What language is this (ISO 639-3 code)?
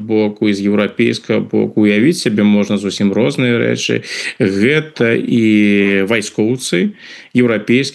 bel